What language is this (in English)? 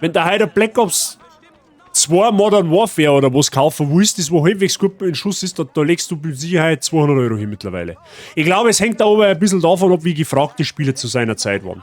Bavarian